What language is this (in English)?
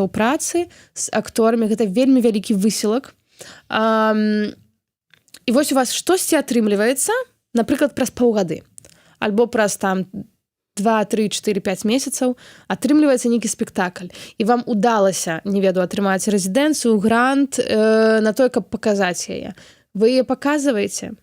Belarusian